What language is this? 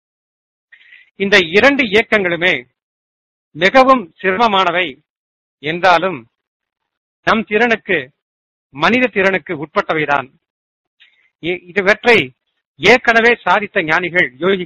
Tamil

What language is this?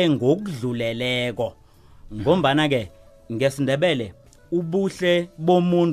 South Ndebele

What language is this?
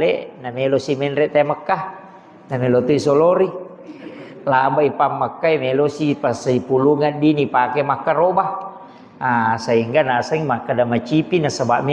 Buginese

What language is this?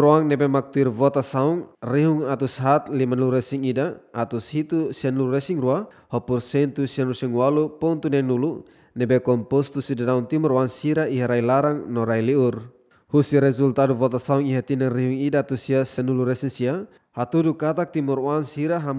Tetum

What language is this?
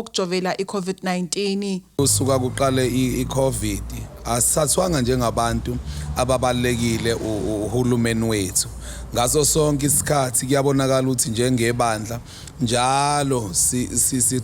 Zulu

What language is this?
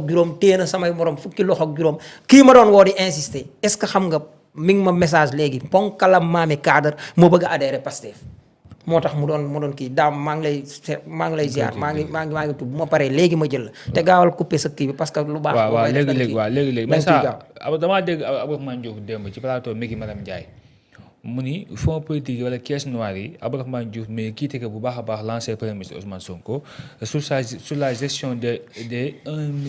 Wolof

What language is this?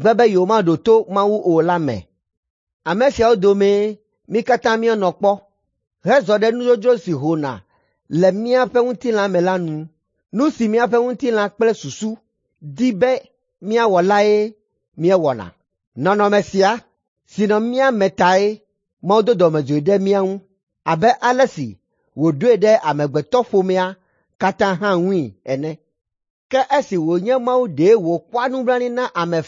Ewe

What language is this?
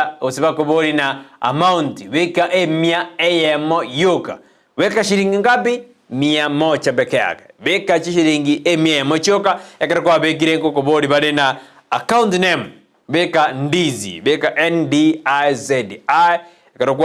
Gusii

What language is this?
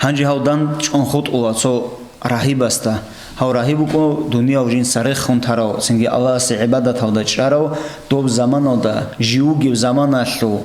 Avaric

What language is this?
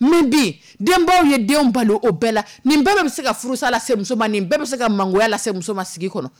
Dyula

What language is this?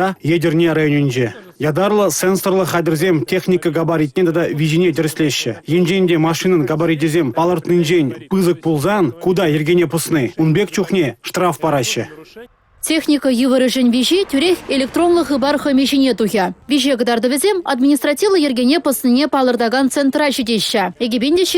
Chuvash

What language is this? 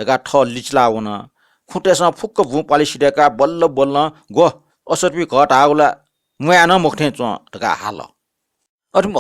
Newari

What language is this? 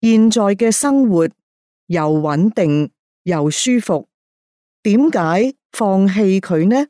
Cantonese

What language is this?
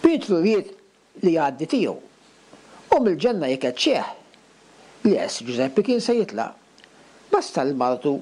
Maltese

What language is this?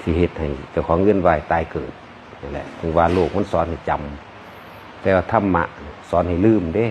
Northeastern Thai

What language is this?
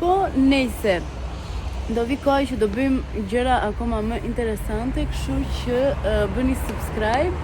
Albanian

